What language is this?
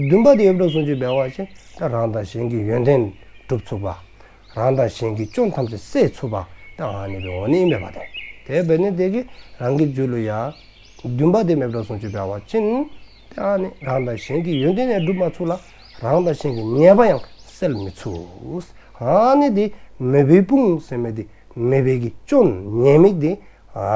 Dzongkha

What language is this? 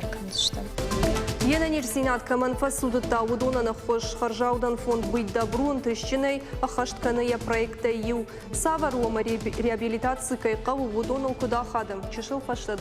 Ossetic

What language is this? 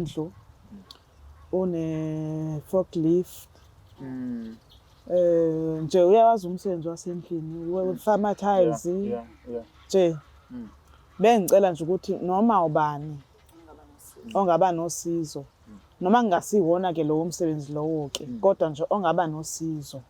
Zulu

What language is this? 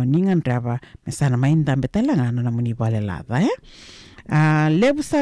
Fijian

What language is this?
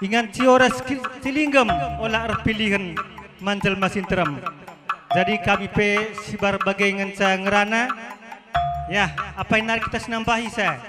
Batak Karo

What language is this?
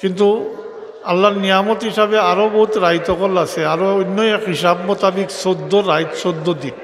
Sylheti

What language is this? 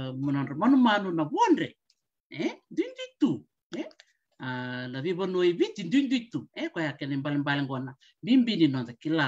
Fijian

